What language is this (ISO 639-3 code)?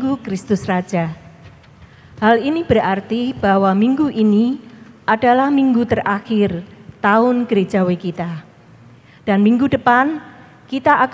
ind